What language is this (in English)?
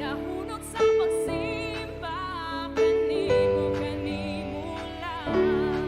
Cebuano